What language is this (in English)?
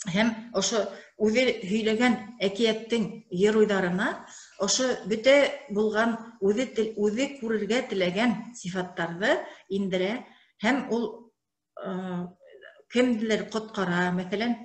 Bashkir